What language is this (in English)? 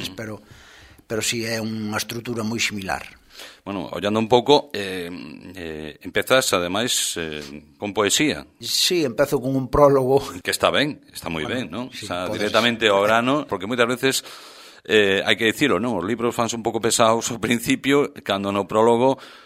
Galician